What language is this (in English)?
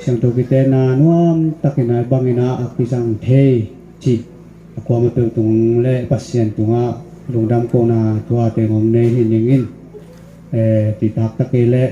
Tedim Chin